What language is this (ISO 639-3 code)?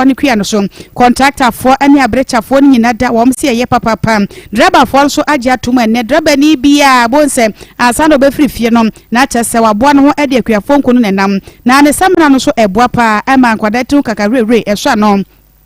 aka